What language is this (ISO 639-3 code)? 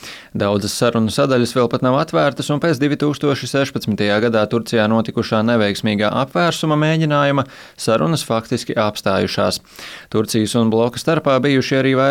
lav